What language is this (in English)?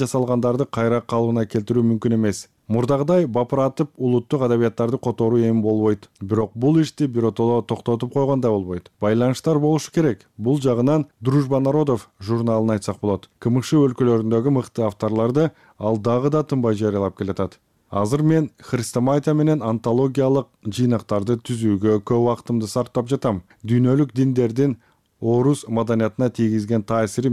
Kyrgyz